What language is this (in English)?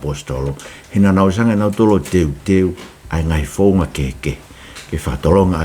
Tongan